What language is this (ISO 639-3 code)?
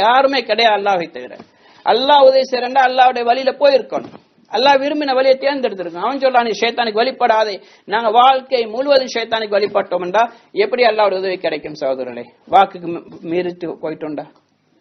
tam